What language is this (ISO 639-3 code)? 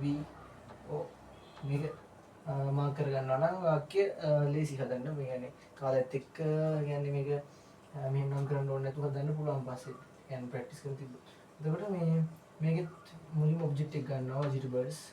sin